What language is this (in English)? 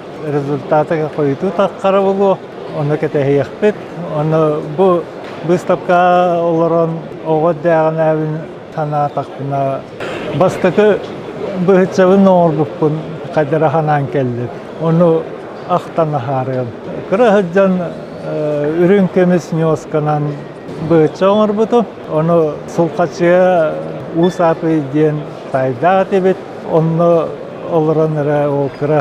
Yakut